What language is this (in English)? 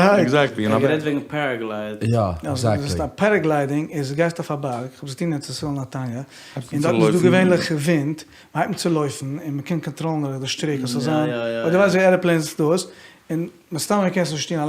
Yiddish